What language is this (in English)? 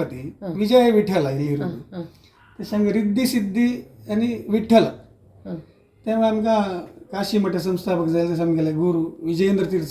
Konkani